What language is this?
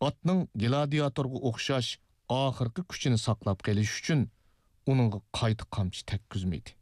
Uyghur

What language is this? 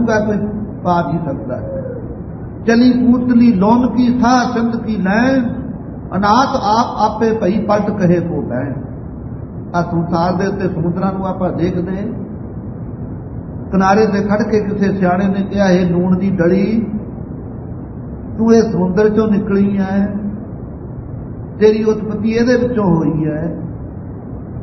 Punjabi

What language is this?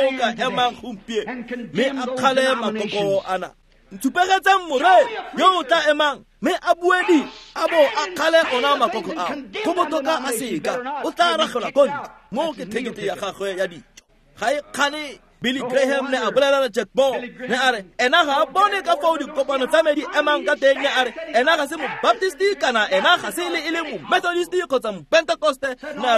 Tswana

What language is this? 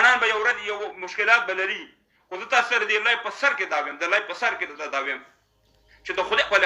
Pashto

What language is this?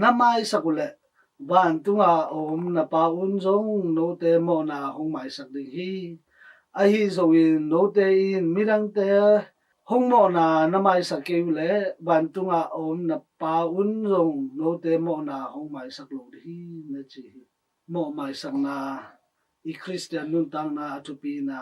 Tedim Chin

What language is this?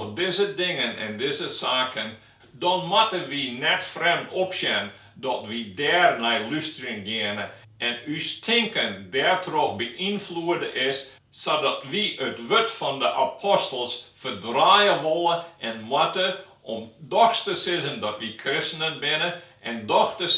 Western Frisian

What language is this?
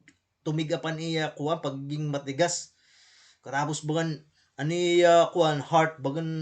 Waray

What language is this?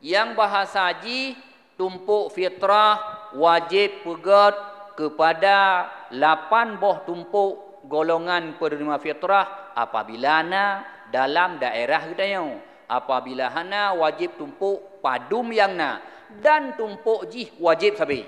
Achinese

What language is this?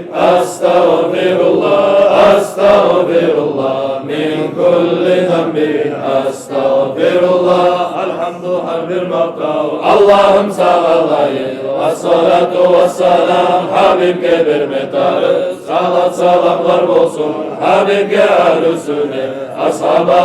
Kumyk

